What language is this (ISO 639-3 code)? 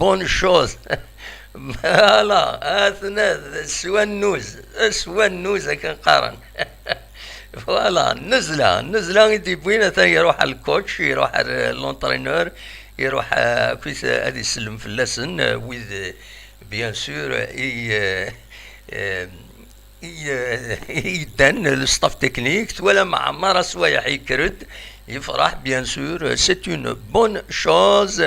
kab